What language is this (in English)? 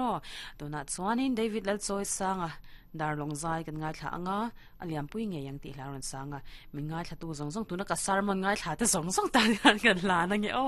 Mizo